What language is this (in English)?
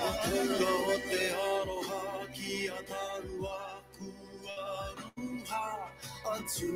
Māori